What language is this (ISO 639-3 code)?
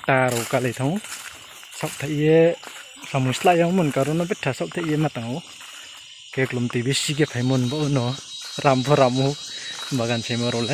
ria